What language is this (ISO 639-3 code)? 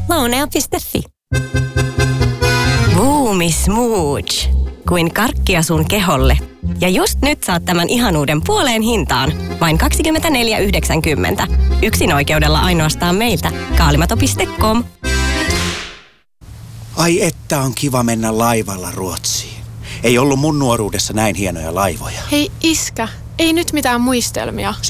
fin